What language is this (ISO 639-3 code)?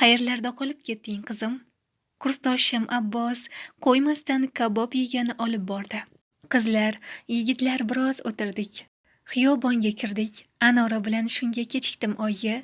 uzb